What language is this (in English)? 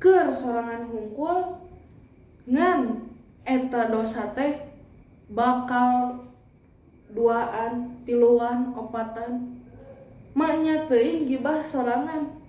Sundanese